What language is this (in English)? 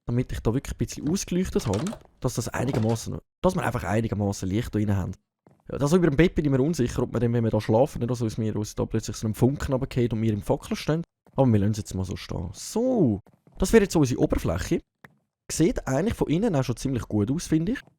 Swiss German